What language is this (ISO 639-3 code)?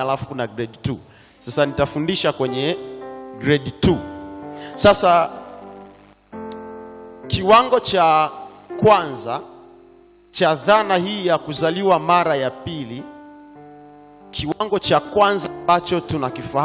swa